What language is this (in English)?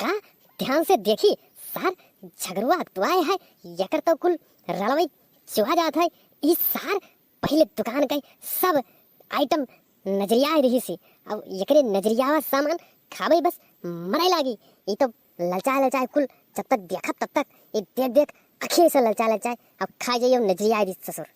Awadhi